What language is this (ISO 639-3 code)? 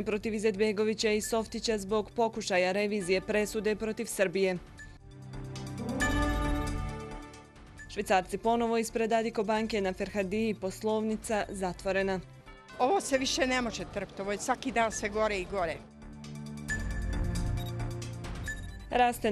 bos